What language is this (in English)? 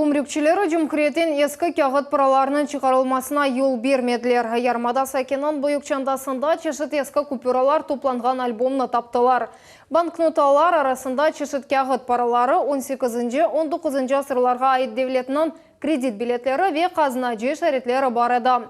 Crimean Tatar